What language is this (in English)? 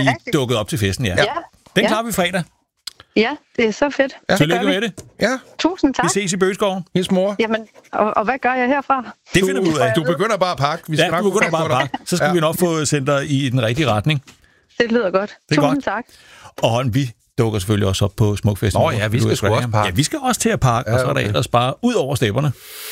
Danish